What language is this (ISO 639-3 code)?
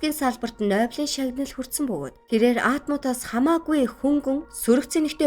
mon